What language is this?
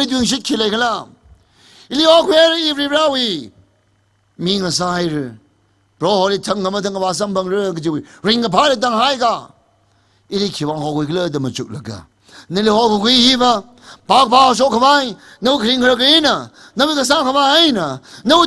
Tangkhul Naga (India)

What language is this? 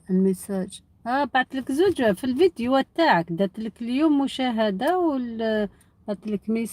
Algerian Arabic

